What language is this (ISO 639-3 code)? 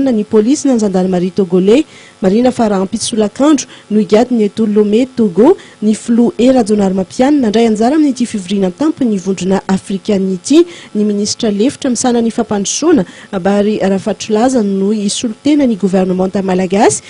mlg